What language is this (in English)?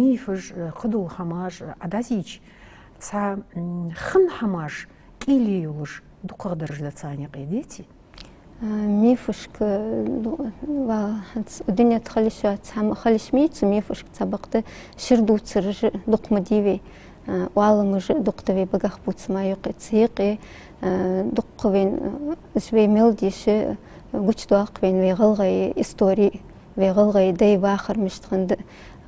Ingush